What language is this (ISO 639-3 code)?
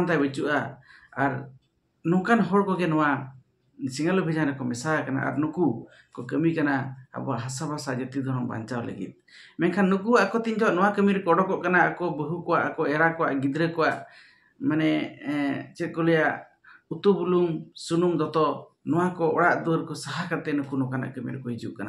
sat